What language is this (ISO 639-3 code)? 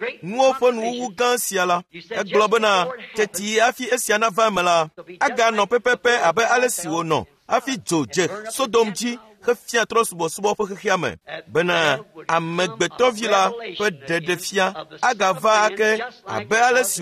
ewe